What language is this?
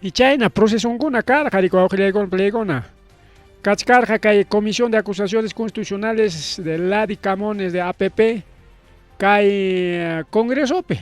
Ayacucho Quechua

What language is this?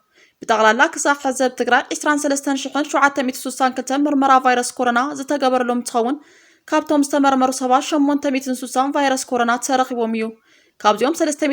Tigrinya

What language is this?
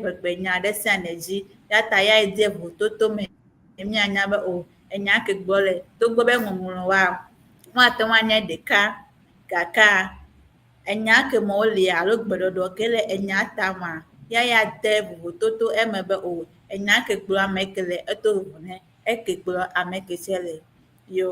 Ewe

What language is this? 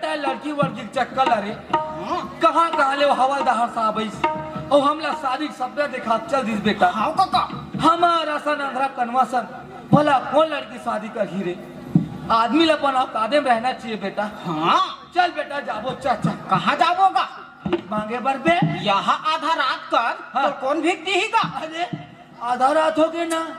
Chhattisgarhi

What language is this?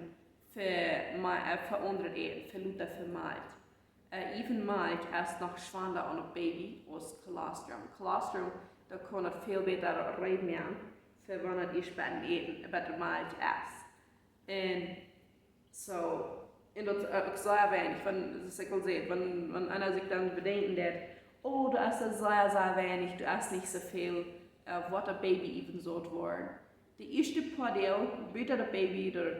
Plautdietsch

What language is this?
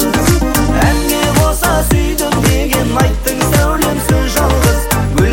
Kazakh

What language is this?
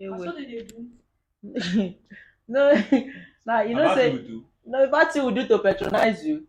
Nigerian Pidgin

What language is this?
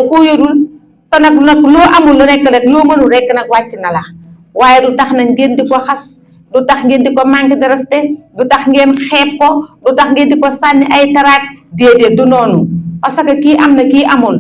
Wolof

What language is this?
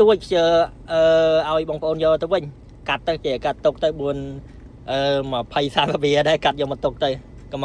Khmer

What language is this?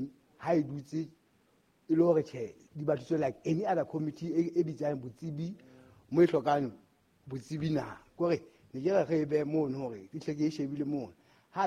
Southern Sotho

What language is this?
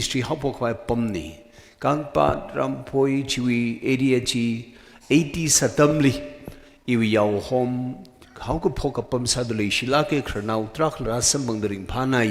Tangkhul Naga (India)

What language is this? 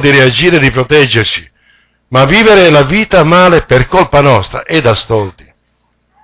Italian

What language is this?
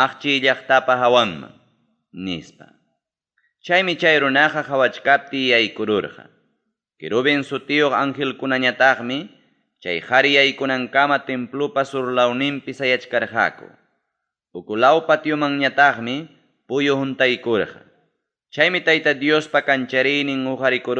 Ayacucho Quechua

